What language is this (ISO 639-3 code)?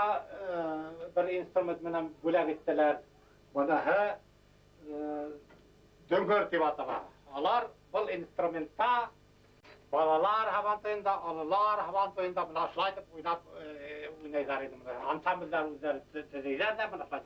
bak